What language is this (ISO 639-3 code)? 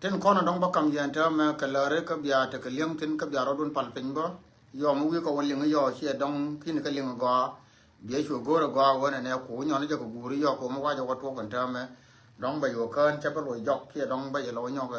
nus